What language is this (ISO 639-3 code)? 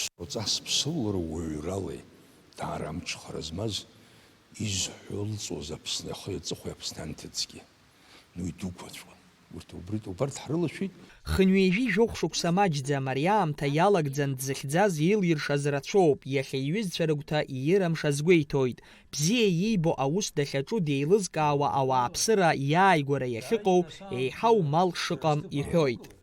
abk